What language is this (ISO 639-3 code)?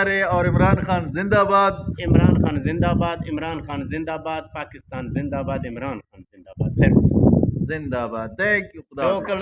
bgp